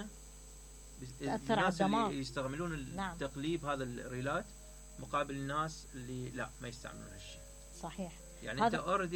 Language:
Mesopotamian Arabic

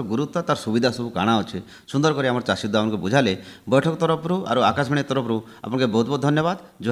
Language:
Odia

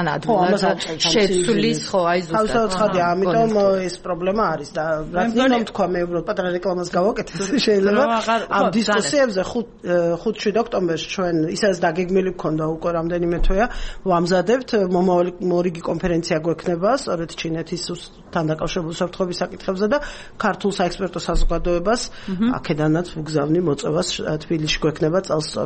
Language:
Georgian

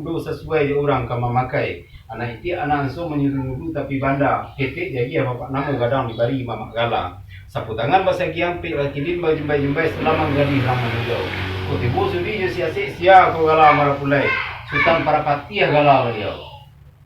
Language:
Minangkabau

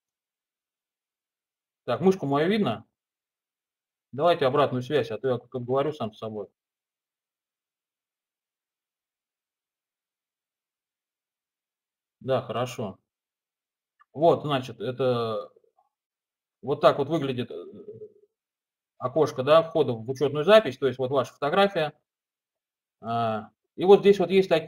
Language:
Russian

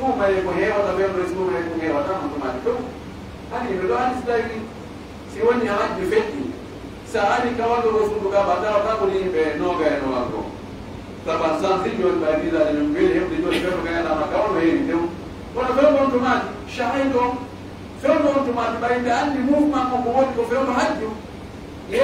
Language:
Pular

